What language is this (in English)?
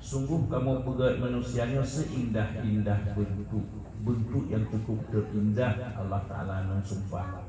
Achinese